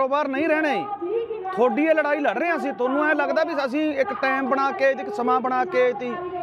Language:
Punjabi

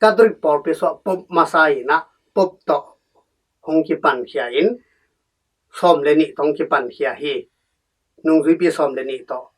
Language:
Tedim Chin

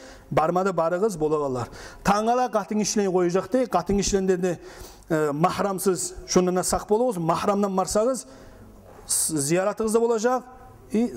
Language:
Kumyk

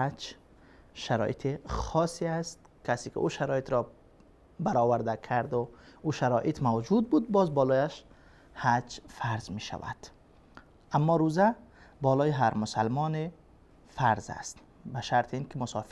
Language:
Persian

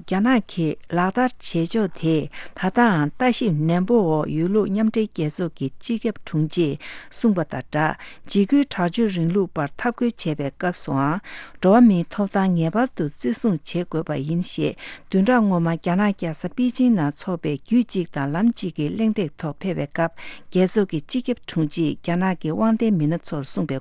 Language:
Tibetan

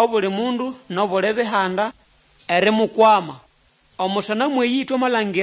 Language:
Nande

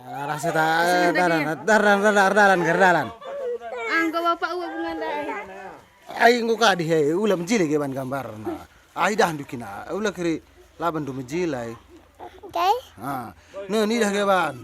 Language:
Batak Karo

